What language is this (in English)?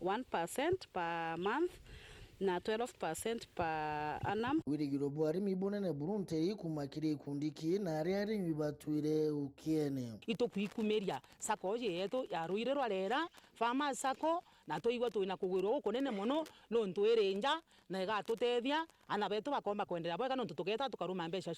Meru